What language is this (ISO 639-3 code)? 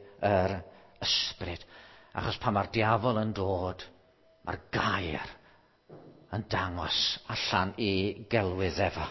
cym